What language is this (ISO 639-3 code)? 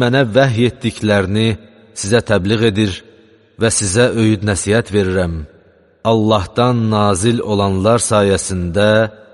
aze